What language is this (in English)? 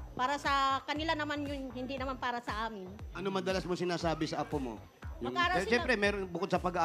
Filipino